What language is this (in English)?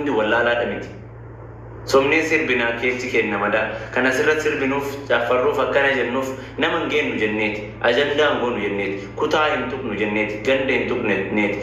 Oromo